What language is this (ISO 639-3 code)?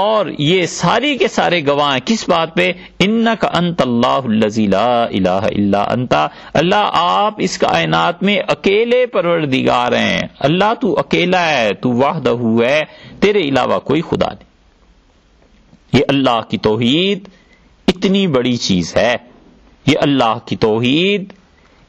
urd